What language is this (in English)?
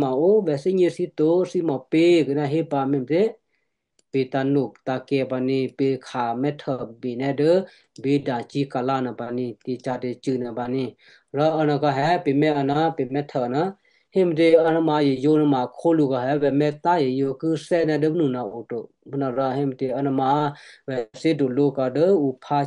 Western Kayah